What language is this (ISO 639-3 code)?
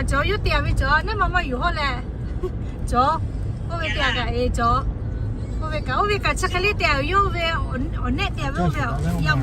lhu